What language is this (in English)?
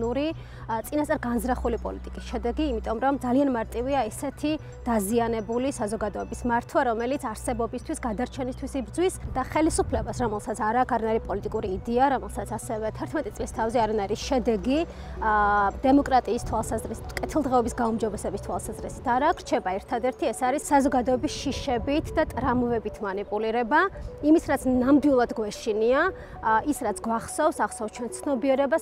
Georgian